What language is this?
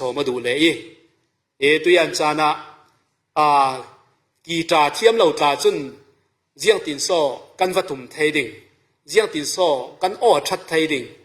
Falam Chin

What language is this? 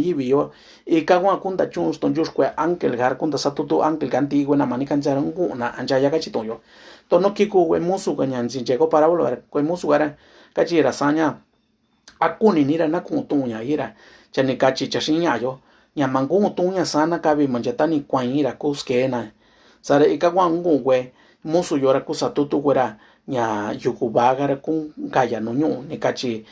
Mixtepec Mixtec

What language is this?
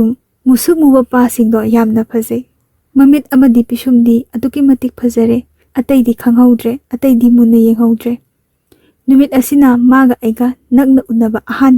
Manipuri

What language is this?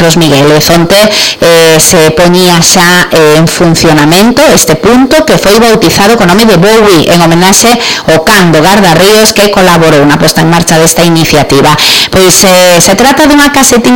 Galician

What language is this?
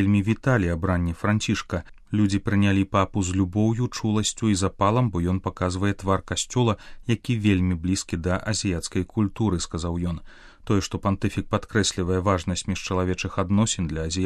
Belarusian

